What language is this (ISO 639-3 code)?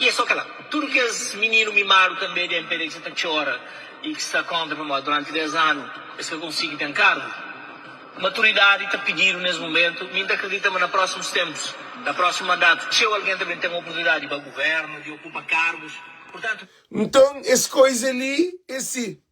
kea